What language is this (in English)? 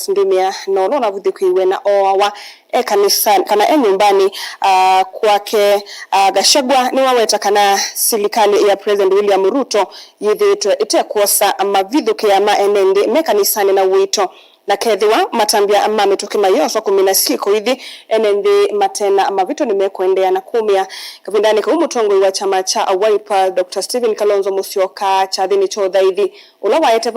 Kamba